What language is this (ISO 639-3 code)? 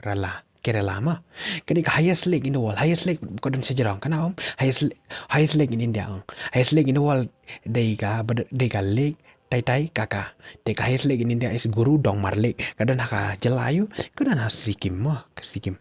kha